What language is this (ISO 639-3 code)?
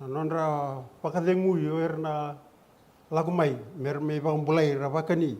fij